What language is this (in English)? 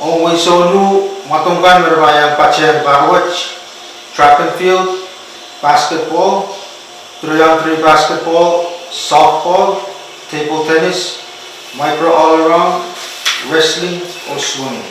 Pohnpeian